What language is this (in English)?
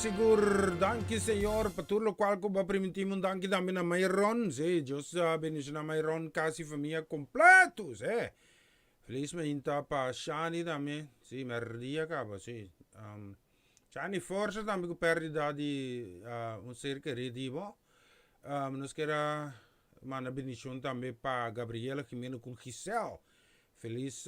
Papiamento